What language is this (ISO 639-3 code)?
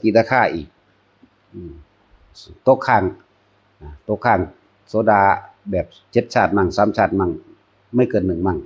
tts